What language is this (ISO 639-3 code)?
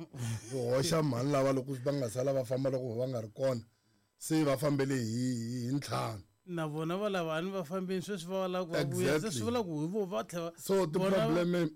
tso